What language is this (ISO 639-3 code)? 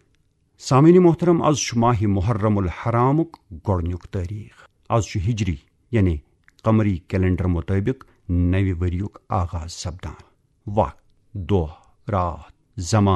kas